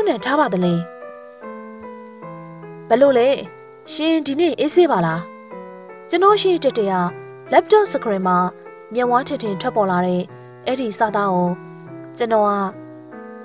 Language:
Burmese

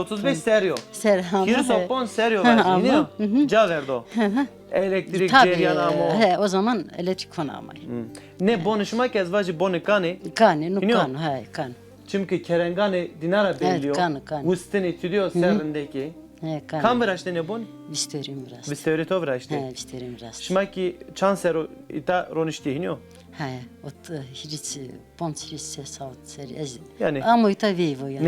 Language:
Zaza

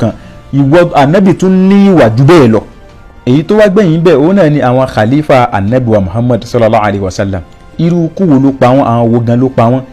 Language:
Yoruba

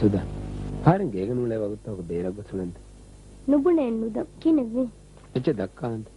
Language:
Divehi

